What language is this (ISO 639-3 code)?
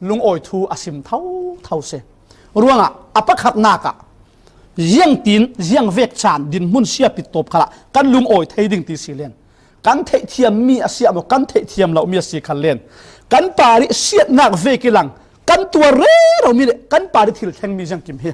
cfm